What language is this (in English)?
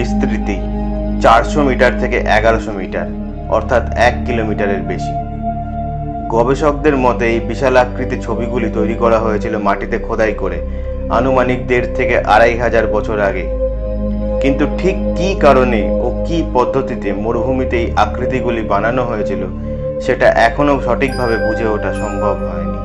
Bangla